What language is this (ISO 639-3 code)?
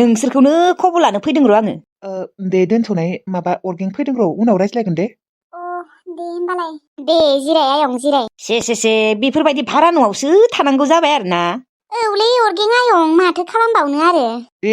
brx